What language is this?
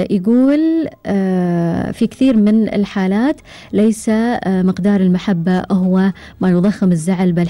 Gulf Arabic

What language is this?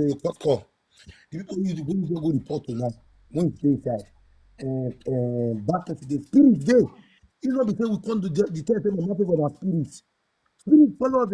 Nigerian Pidgin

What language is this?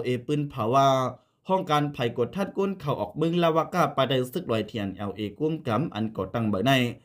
Shan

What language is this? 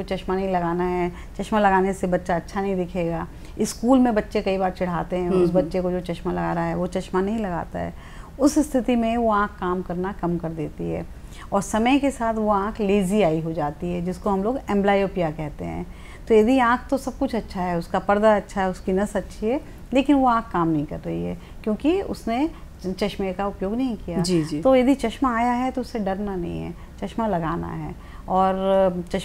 Hindi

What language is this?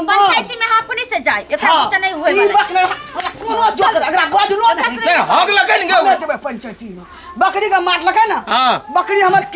Maithili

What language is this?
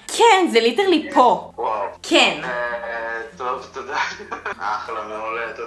Hebrew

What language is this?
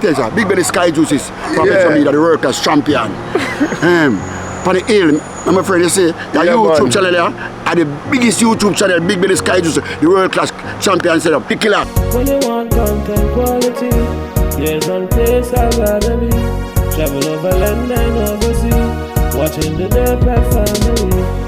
Jamaican Creole English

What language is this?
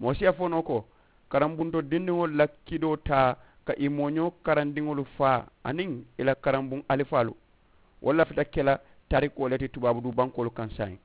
Mandingo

